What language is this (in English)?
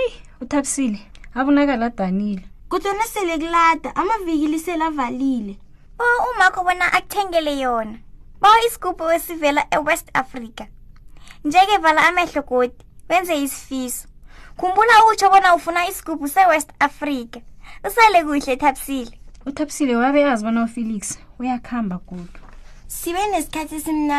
South Ndebele